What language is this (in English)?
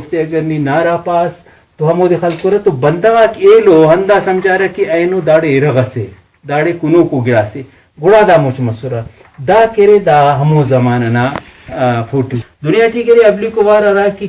Brahui